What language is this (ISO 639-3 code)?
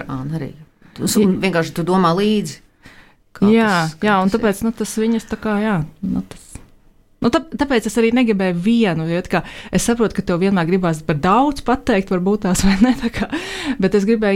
lav